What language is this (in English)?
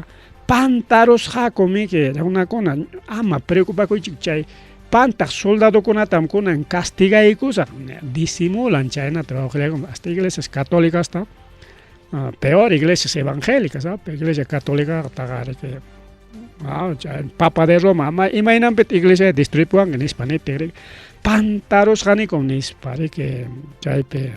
Ayacucho Quechua